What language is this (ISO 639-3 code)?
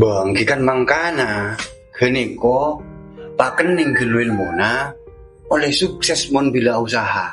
mad